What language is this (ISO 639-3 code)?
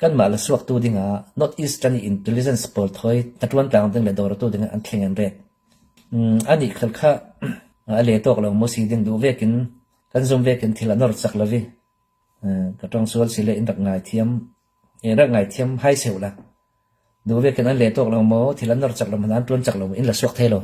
cfm